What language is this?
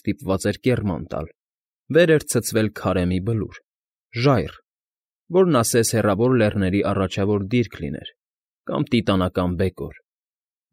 Armenian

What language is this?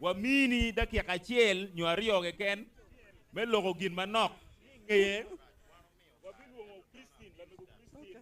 Acoli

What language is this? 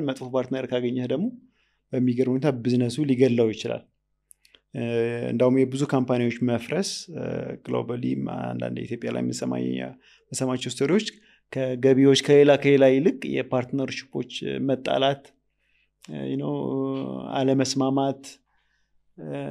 Amharic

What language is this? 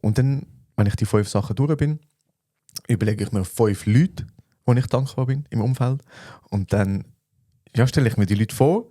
Swiss German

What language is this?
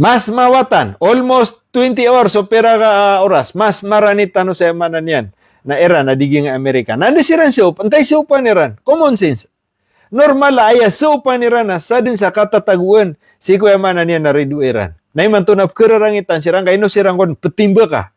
Maranao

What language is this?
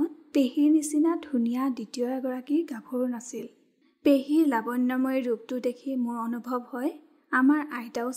Assamese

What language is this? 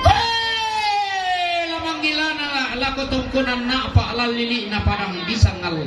Toraja-Sa'dan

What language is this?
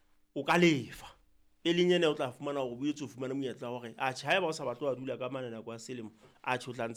Southern Sotho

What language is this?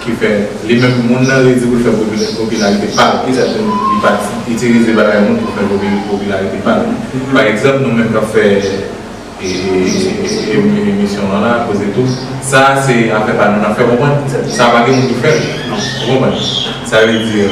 Haitian Creole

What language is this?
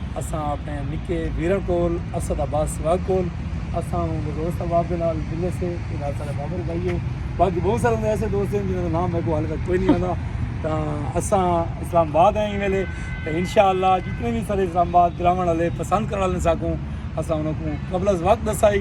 Saraiki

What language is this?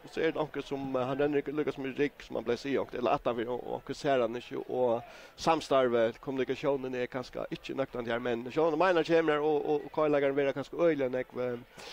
Faroese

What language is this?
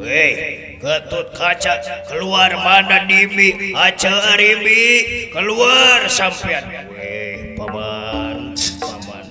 Betawi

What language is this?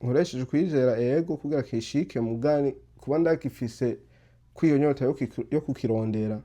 Rundi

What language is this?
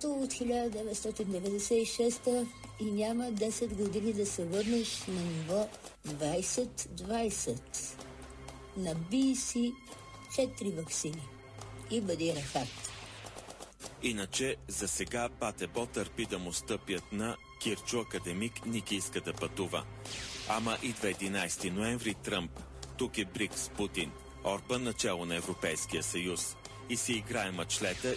Bulgarian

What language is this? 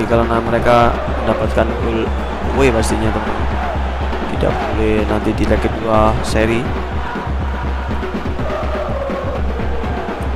Indonesian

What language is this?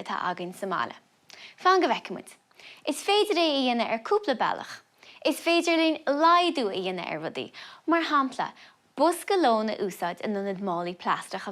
Irish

